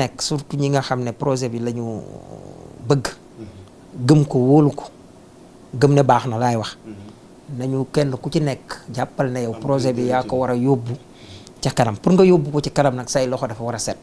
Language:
Wolof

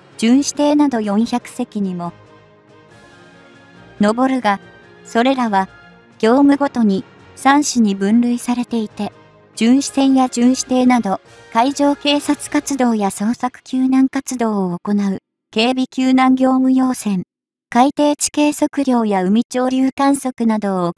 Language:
Japanese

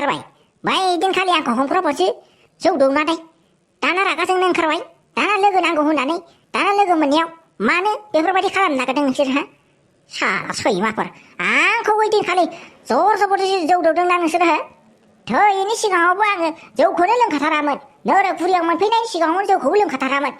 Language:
Bodo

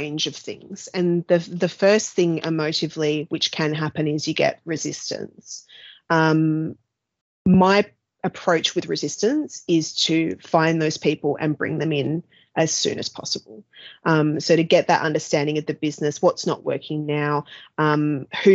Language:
English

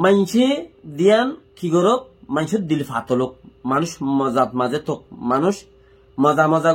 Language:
Rohingya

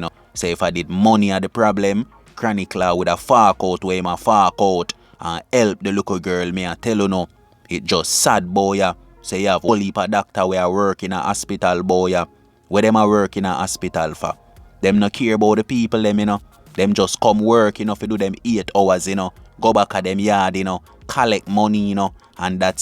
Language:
Jamaican Creole English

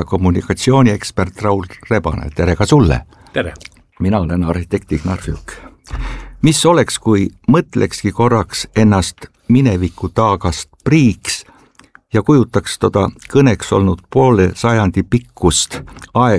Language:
Estonian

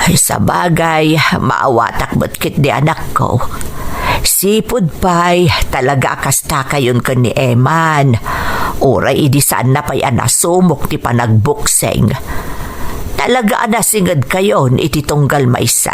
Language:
Iloko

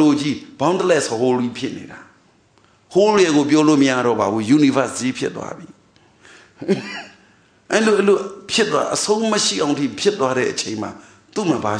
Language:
Burmese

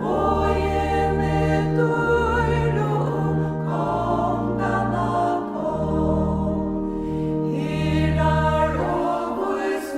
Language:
Faroese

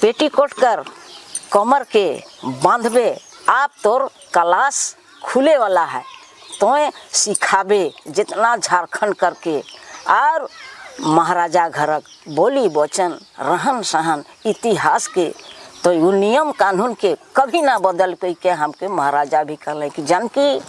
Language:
Sadri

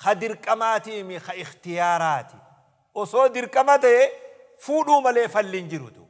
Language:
Oromo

